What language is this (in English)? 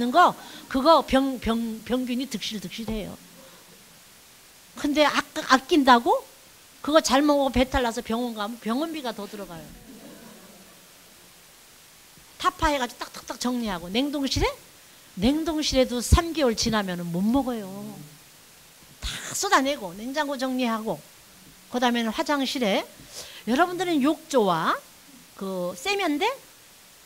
Korean